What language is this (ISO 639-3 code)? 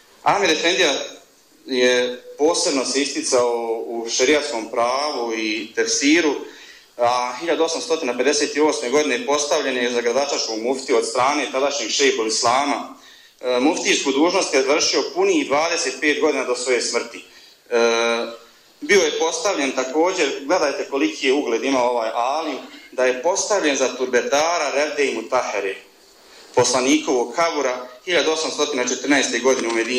bos